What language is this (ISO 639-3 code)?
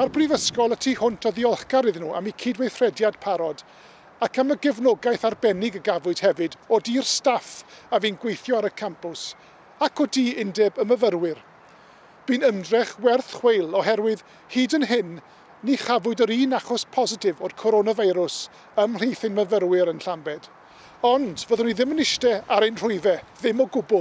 cym